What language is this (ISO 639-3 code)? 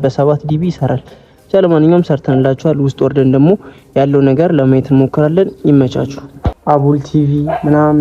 amh